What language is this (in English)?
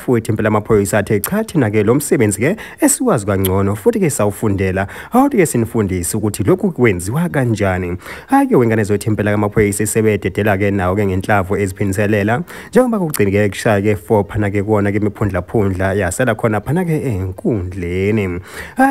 Zulu